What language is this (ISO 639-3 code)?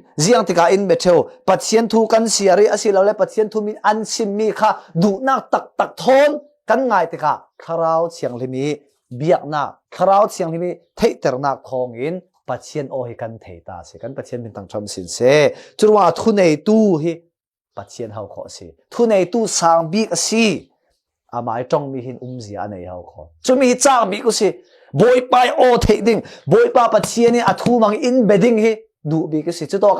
cfm